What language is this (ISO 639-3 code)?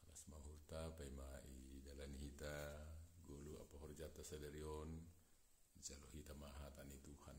bts